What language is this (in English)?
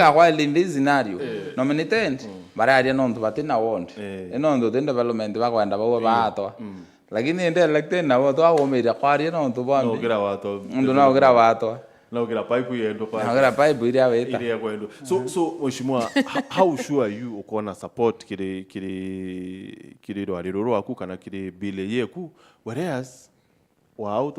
Meru